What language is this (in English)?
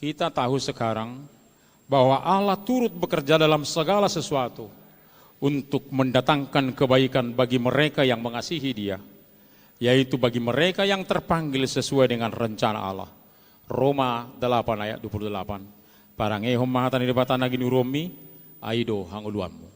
Batak Toba